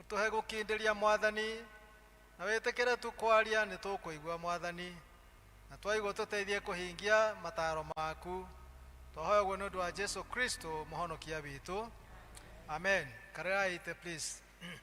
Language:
Kikuyu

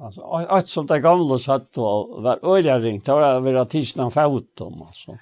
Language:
Faroese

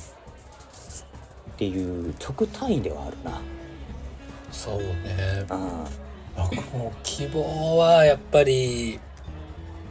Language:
Japanese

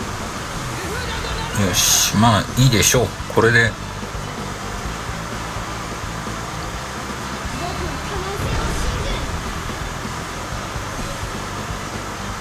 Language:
Japanese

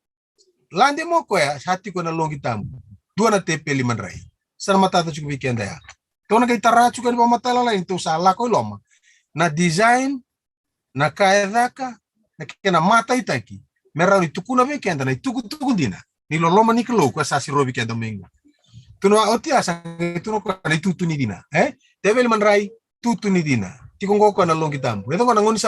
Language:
Fijian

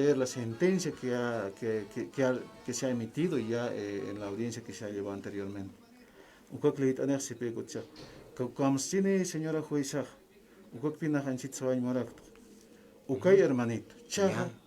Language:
Aymara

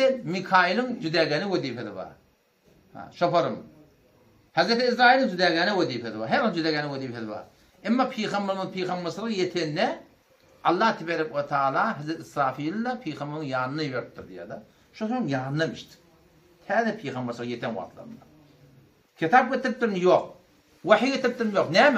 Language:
Turkmen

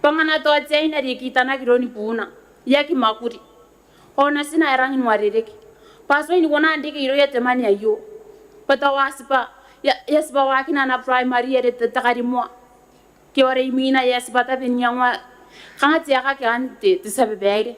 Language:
Gilbertese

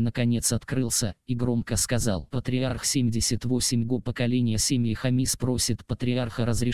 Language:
Russian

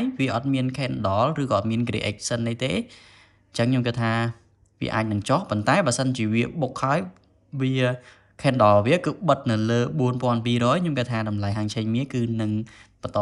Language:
Khmer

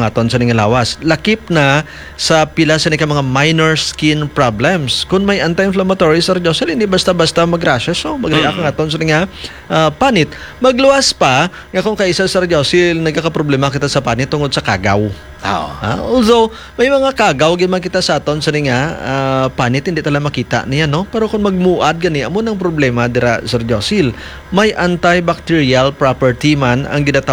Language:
Hiligaynon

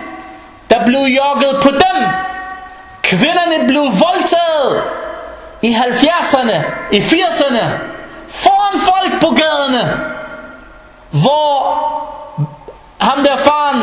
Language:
Danish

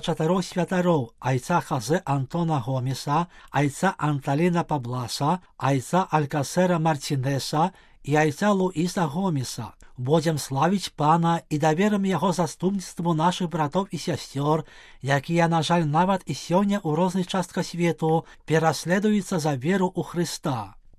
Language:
Belarusian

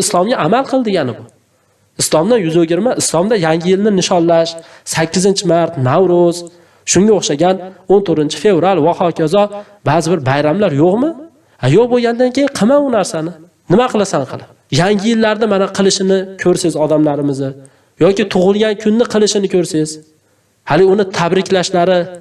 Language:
Uzbek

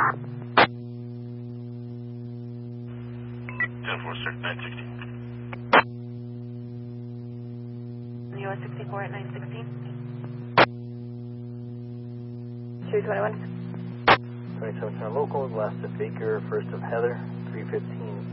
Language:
English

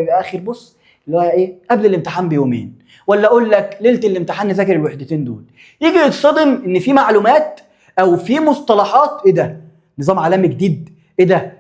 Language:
Egyptian Arabic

